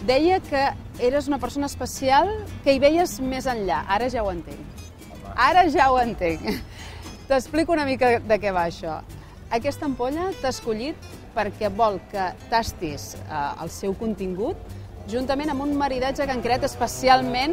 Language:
Catalan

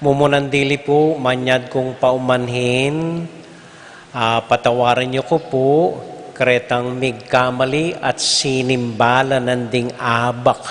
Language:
Pampanga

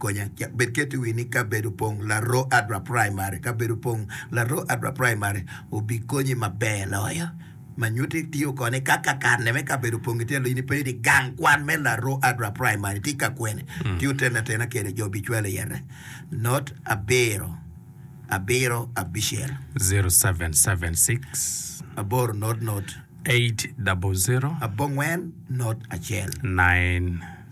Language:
Acoli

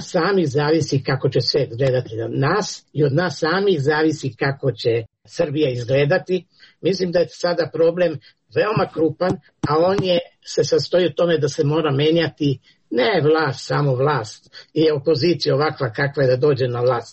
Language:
Serbian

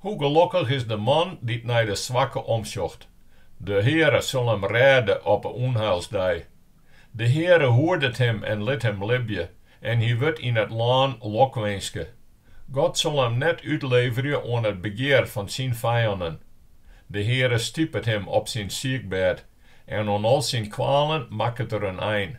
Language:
Western Frisian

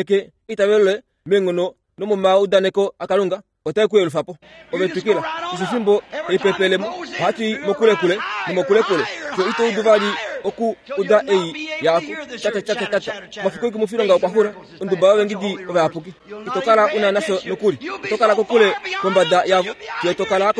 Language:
Kuanyama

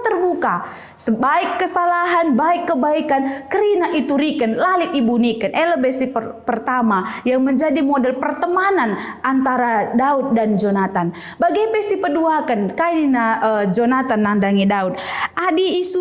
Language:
Batak Karo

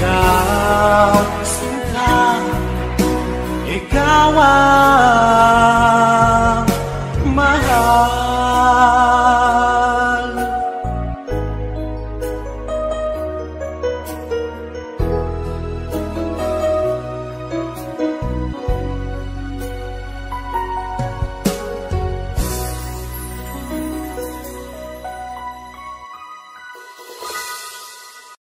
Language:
Filipino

